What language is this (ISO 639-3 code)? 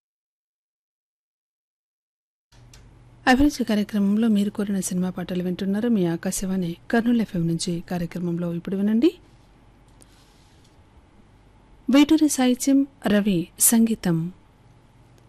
tel